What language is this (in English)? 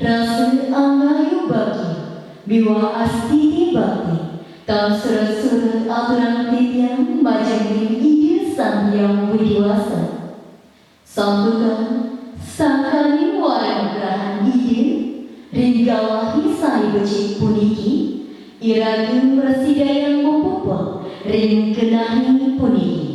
Balinese